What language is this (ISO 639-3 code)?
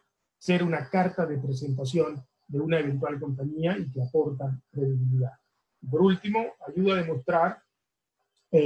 spa